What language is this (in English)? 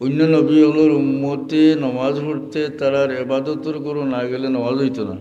Sylheti